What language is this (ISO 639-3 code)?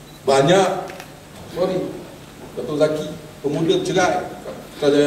msa